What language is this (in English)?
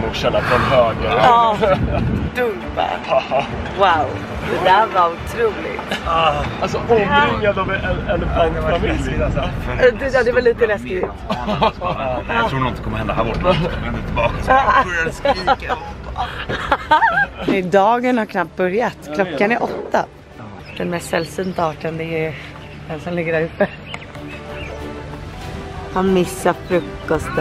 Swedish